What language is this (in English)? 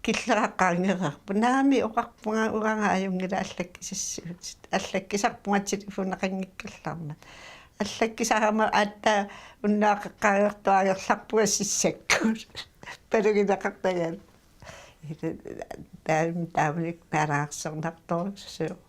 Kalaallisut